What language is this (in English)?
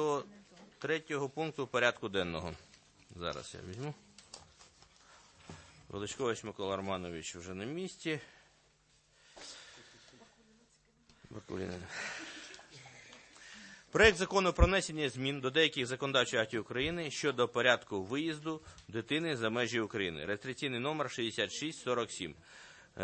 Ukrainian